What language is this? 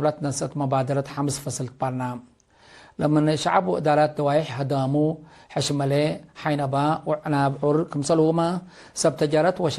Tigre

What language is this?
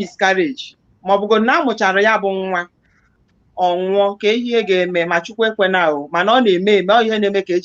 Igbo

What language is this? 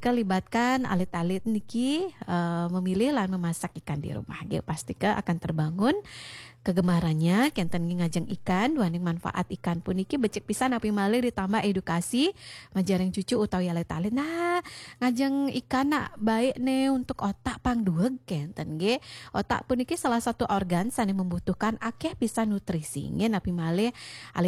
Balinese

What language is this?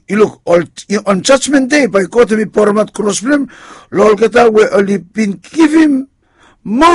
Bislama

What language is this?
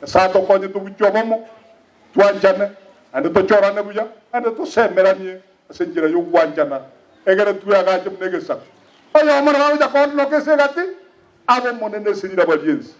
Gusii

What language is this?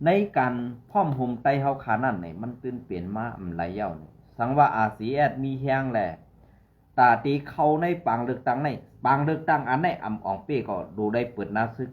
Shan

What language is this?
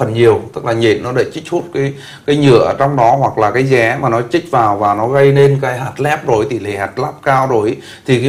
Vietnamese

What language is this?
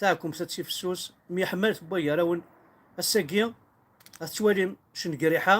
Kabyle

